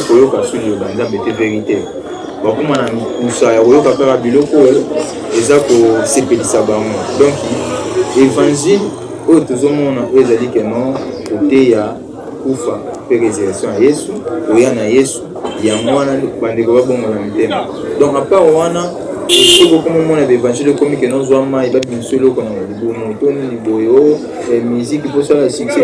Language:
Lingala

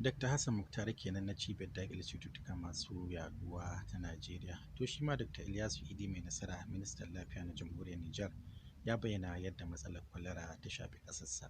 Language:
Hausa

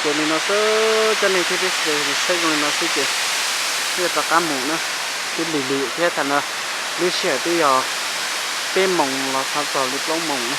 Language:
Hmong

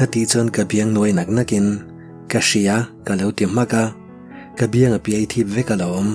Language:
Mizo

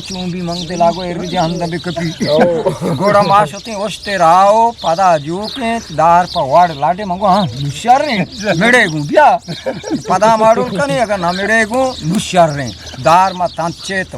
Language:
Eastern Balochi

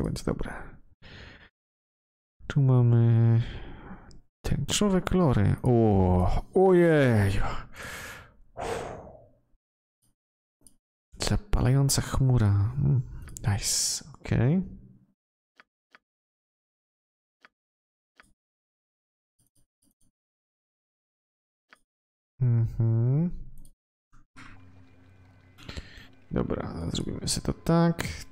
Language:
Polish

